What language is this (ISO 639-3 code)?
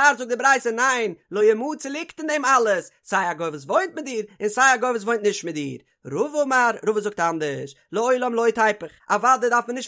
yid